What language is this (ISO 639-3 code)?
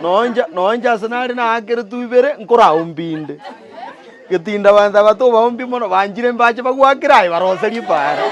guz